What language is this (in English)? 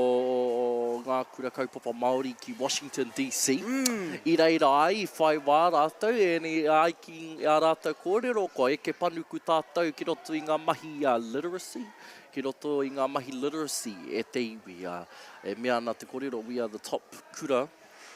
Māori